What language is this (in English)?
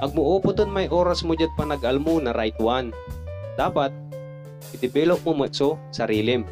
Pangasinan